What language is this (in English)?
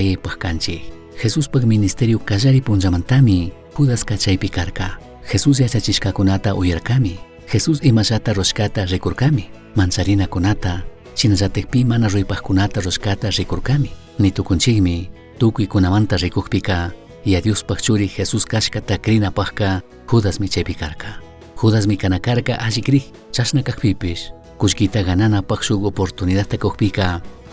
Chimborazo Highland Quichua